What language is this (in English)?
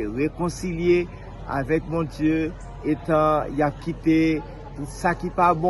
Haitian Creole